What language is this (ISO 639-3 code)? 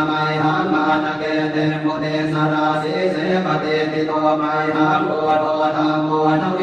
pli